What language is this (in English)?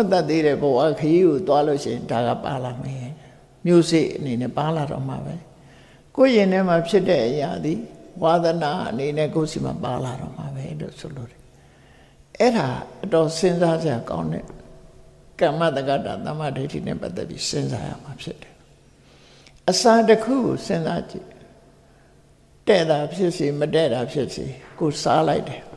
Burmese